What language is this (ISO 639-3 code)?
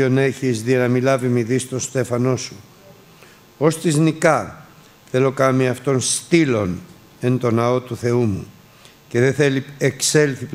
ell